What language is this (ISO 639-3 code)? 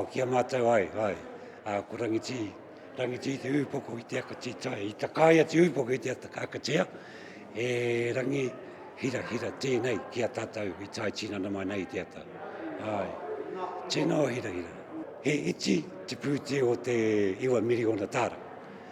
mri